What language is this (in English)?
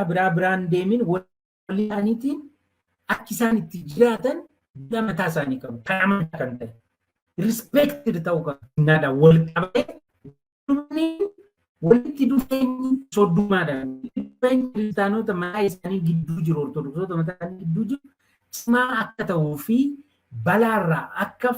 Oromo